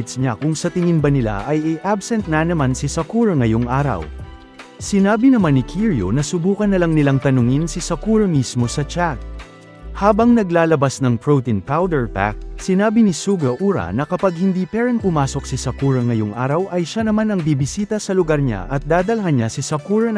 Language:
Filipino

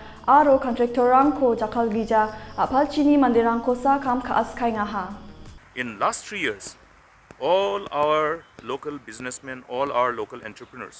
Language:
Garo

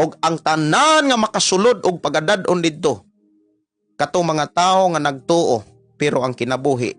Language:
Cebuano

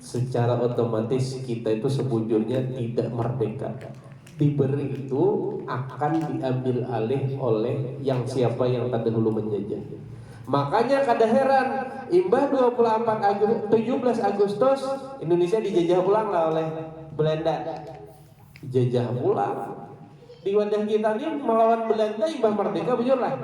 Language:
Banjar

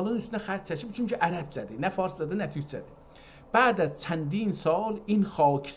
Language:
South Azerbaijani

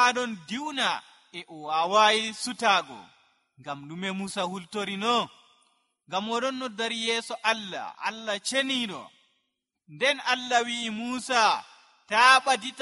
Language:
Nigerian Fulfulde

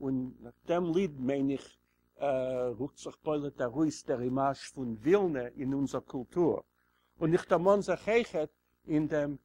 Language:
Yiddish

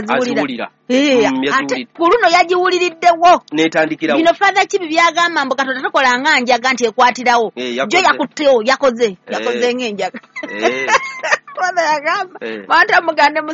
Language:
Ganda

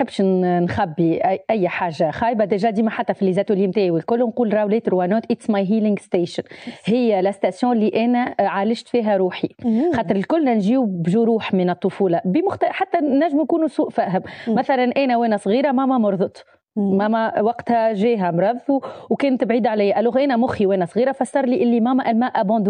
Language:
Tunisian Arabic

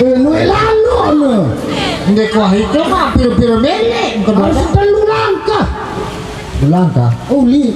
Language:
Sasak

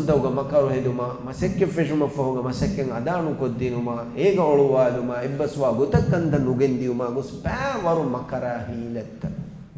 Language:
Divehi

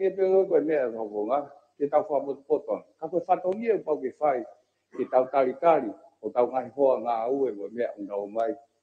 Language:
Tongan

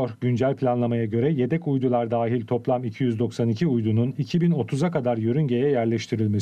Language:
Turkish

